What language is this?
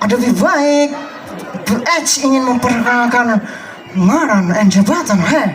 Banjar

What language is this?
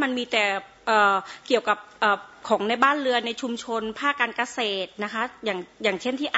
Thai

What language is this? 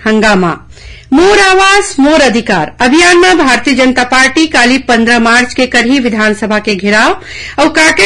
Chhattisgarhi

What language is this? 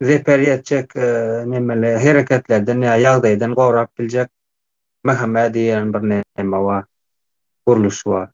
Turkmen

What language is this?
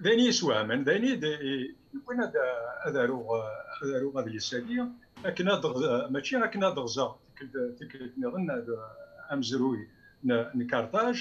Kabyle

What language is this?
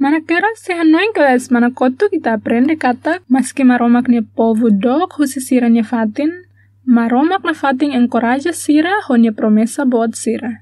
Tetum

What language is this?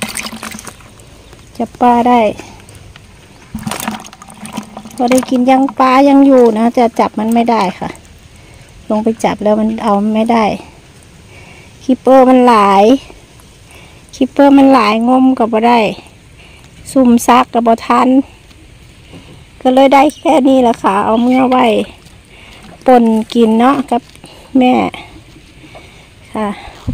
Thai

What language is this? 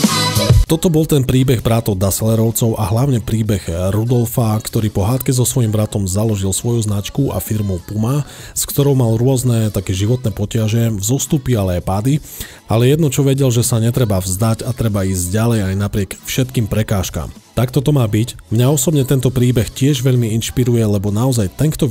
Slovak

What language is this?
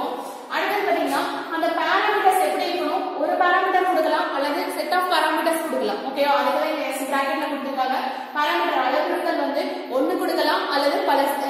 Tamil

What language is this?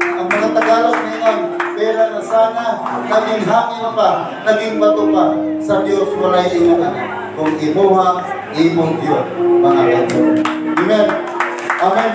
Cebuano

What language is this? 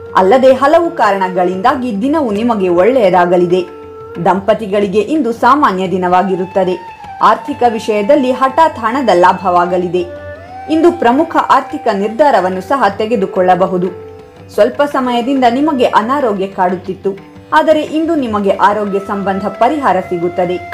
Kannada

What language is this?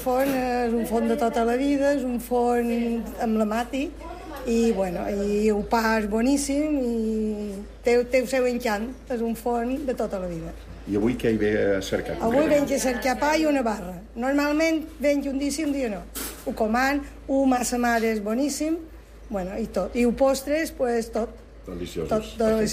Catalan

